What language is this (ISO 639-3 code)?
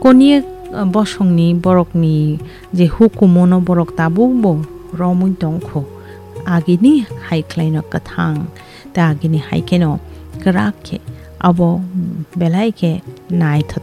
trp